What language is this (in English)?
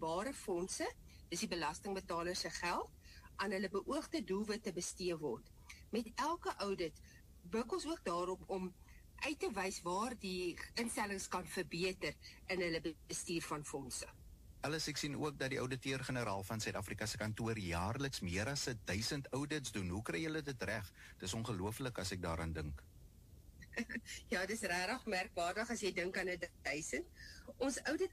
Afrikaans